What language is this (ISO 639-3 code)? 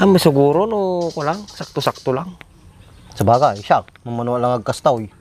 ilo